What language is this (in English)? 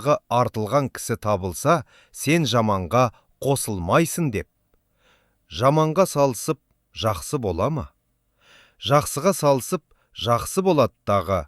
Kazakh